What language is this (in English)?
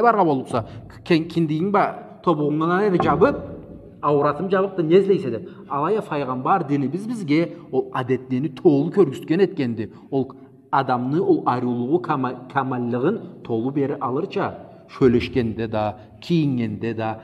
Karachay-Balkar